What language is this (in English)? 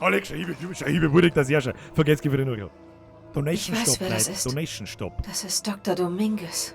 Bavarian